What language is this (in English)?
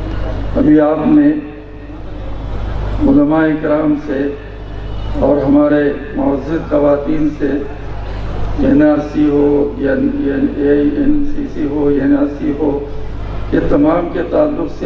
Urdu